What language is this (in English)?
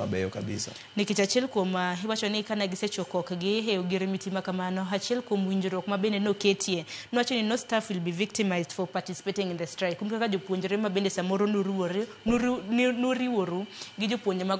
Luo (Kenya and Tanzania)